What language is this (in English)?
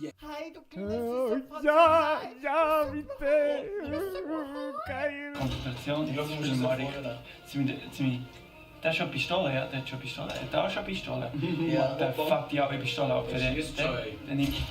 Swiss German